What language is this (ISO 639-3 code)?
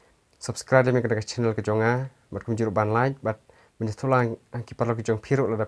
kha